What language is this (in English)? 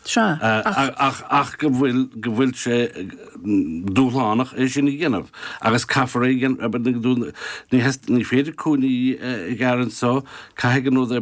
Irish